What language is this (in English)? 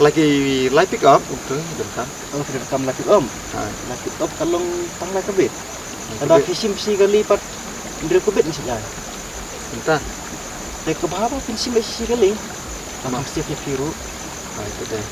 Khasi